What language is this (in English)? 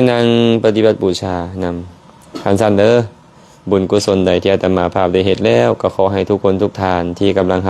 Lao